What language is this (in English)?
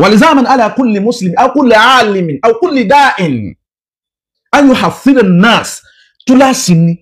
Yoruba